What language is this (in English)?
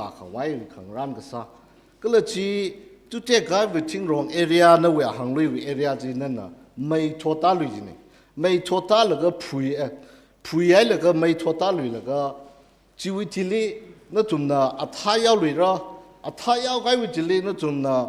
Tangkhul Naga (India)